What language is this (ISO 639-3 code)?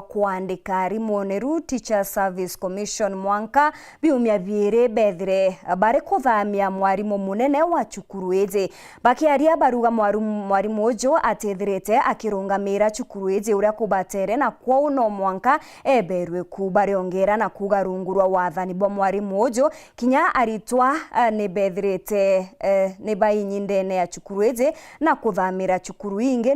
mer